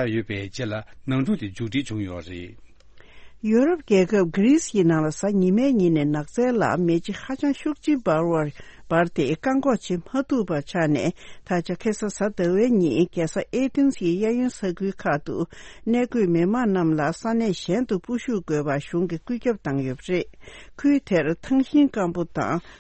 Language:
Tibetan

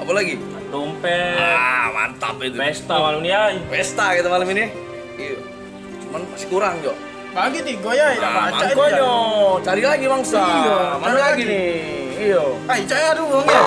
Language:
Musi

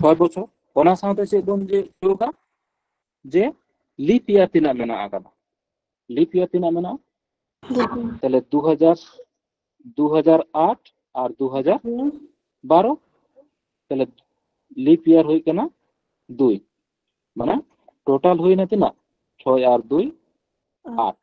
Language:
Santali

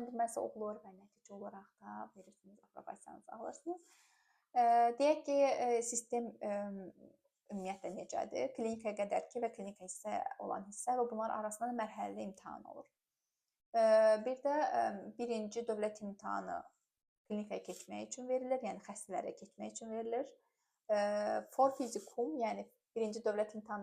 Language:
Azerbaijani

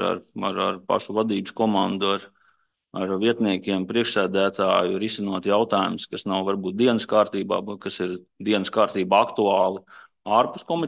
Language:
Latvian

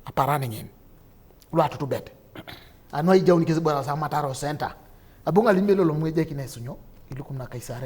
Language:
Teso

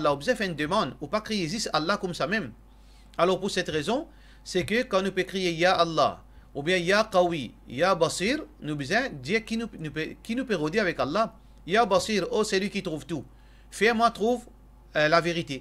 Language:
Morisyen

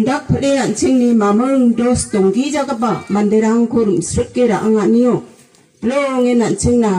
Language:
Garo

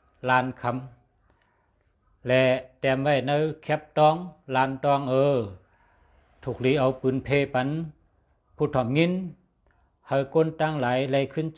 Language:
Shan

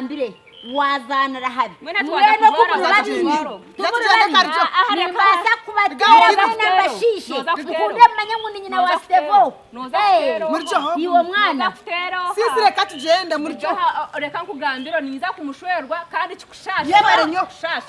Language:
Nyankole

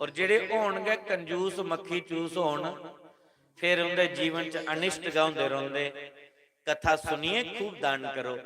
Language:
Dogri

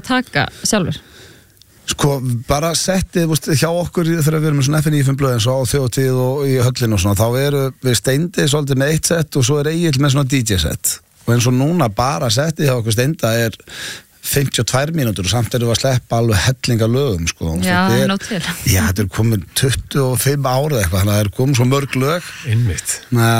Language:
Icelandic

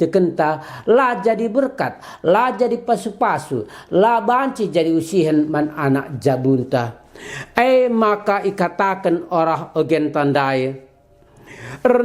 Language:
Batak Karo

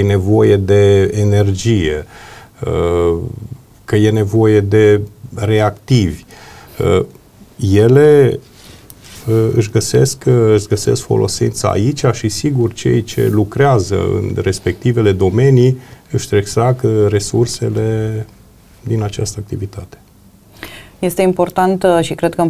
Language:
Romanian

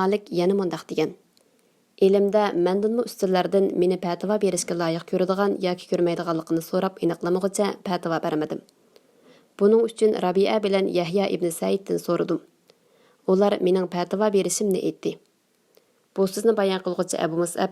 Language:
Uyghur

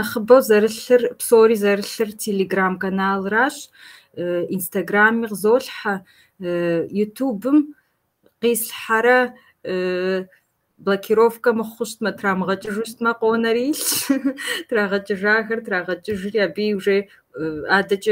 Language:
Kabardian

